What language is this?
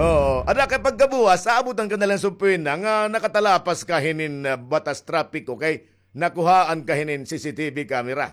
Waray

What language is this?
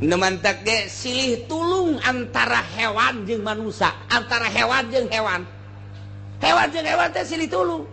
Sundanese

